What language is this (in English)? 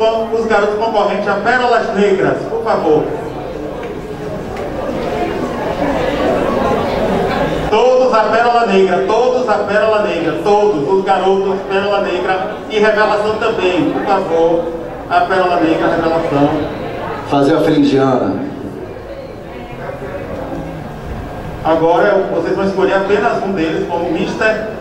Portuguese